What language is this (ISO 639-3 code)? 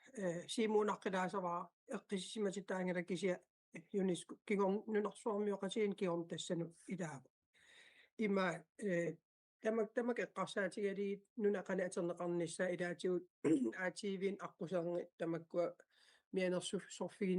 kal